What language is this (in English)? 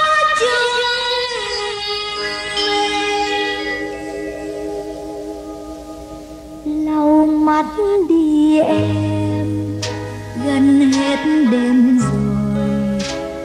Vietnamese